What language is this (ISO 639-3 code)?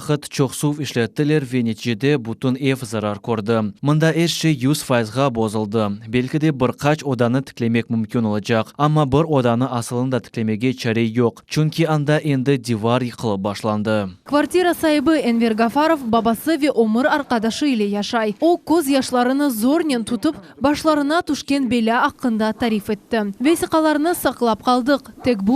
crh